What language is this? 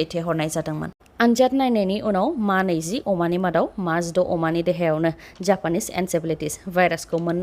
Bodo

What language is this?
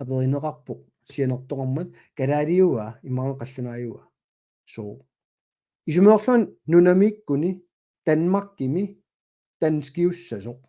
Kalaallisut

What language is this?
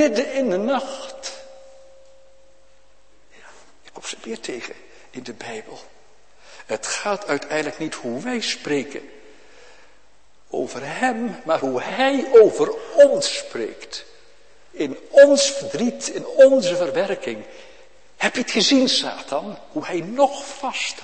Dutch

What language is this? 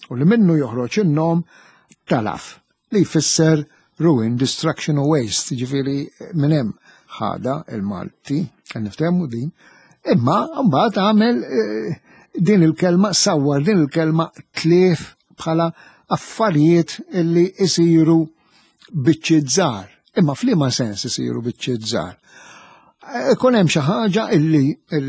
Maltese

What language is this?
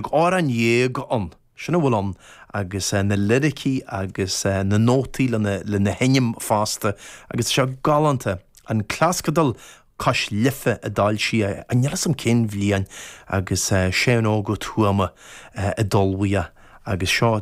Irish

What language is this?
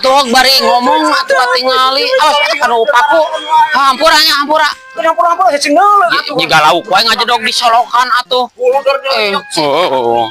Sundanese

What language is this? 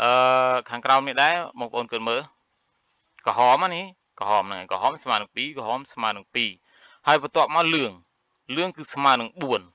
Khmer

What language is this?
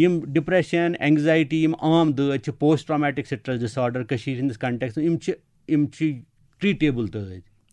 Kashmiri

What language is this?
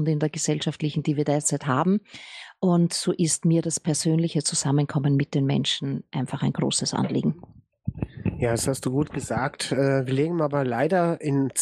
German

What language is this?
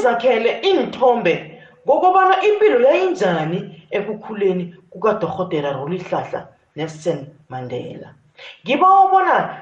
South Ndebele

